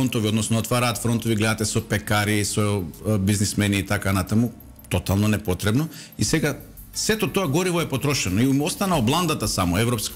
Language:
Macedonian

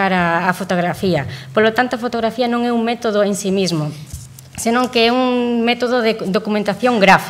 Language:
Galician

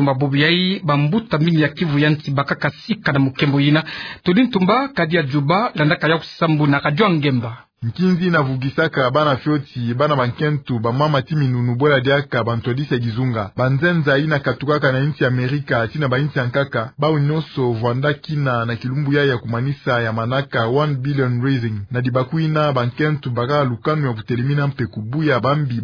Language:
Kituba (Democratic Republic of Congo)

